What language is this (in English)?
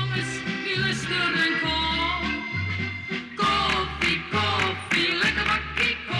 Dutch